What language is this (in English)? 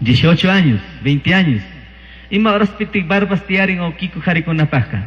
Chimborazo Highland Quichua